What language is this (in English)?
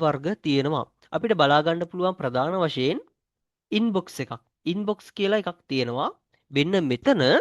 Sinhala